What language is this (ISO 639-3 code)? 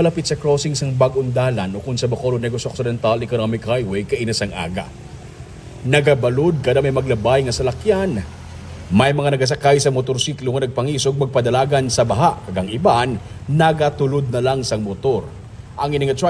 hil